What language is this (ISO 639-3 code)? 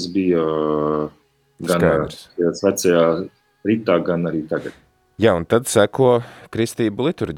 lav